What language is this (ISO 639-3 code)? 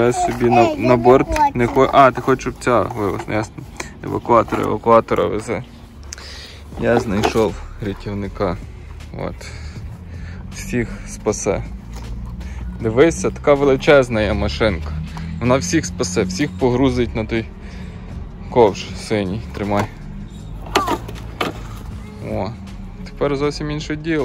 ukr